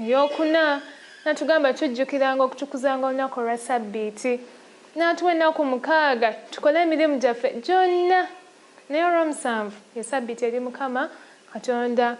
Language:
Ganda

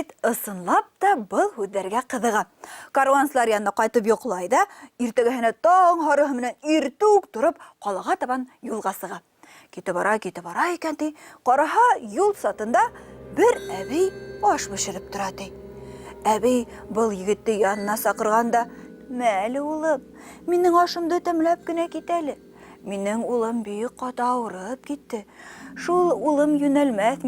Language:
Bashkir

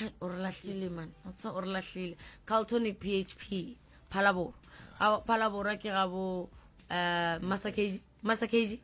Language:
Northern Sotho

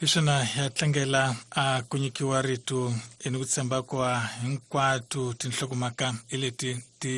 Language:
Tsonga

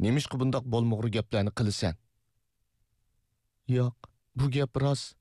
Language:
Uyghur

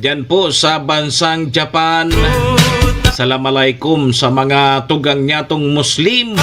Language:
Bikol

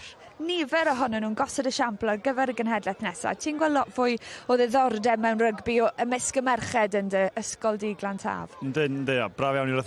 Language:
Welsh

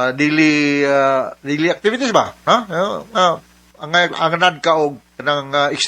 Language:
Cebuano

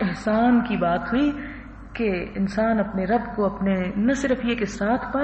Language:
Urdu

